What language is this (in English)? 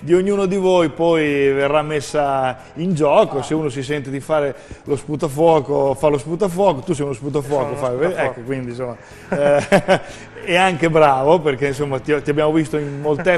Italian